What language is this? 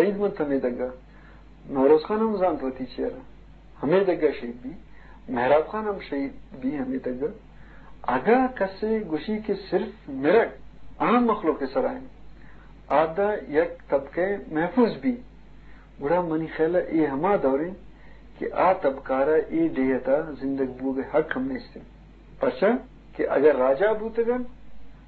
Eastern Balochi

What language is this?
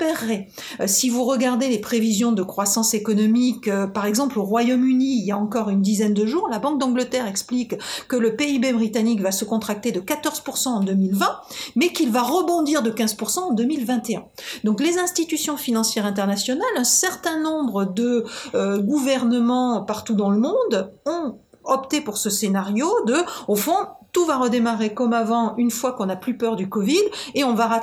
French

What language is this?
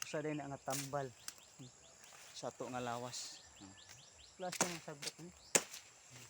Cebuano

